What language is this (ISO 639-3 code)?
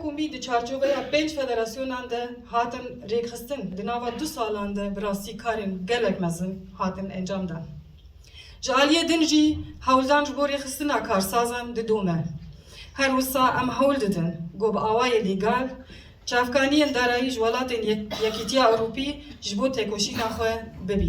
kur